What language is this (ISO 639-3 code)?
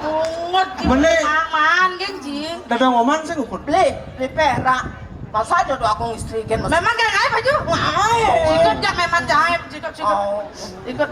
ban